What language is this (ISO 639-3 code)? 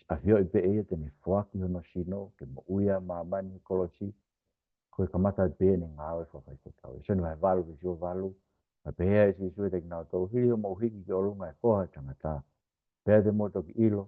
ton